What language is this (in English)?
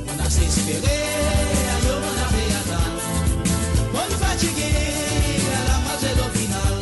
Morisyen